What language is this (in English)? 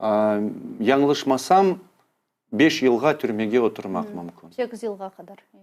Crimean Tatar